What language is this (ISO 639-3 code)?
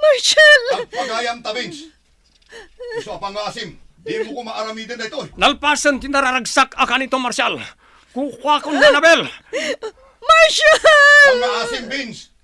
ilo